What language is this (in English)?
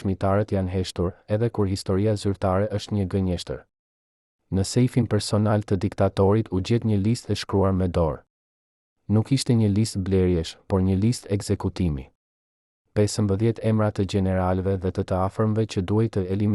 Albanian